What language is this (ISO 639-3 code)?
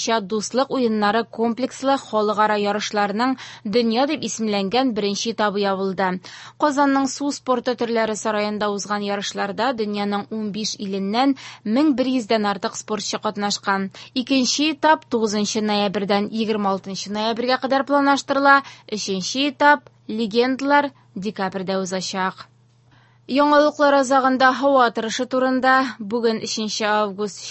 tat